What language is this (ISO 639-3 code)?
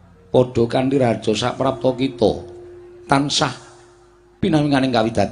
jav